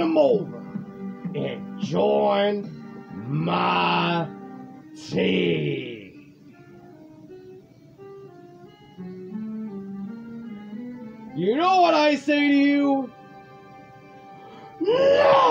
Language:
English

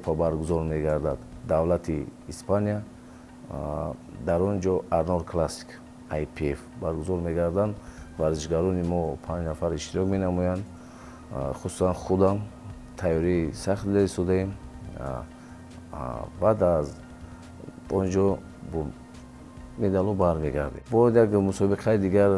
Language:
Tajik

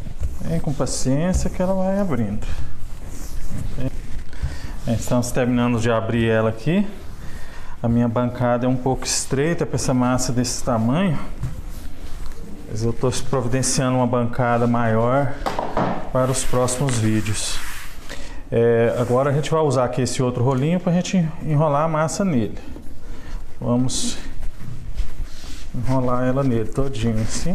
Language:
Portuguese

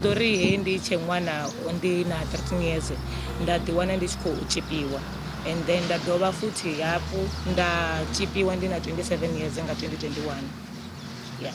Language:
Venda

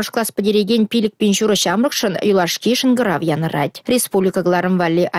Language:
Chuvash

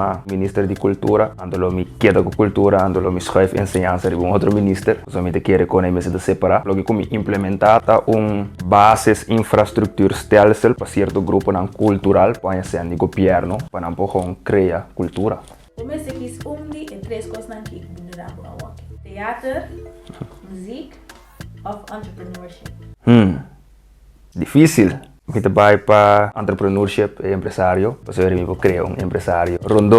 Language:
Papiamento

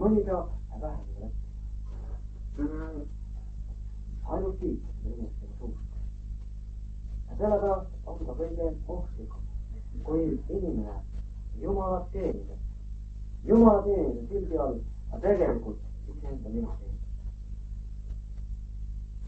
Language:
Estonian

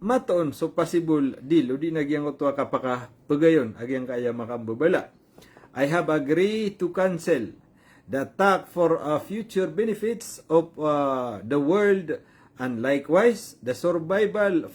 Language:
Maranao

